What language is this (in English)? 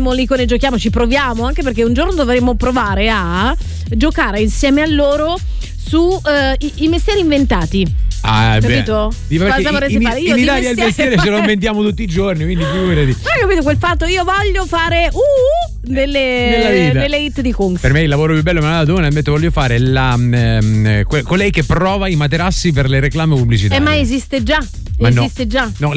Italian